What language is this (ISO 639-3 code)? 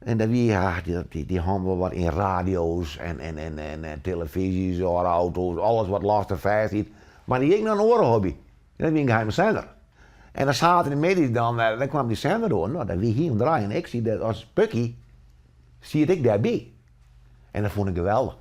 fry